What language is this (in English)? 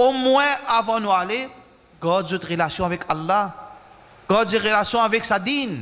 Morisyen